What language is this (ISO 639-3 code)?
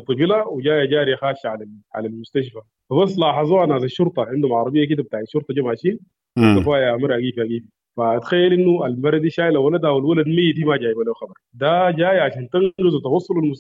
apd